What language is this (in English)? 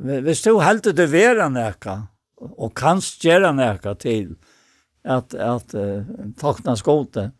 Faroese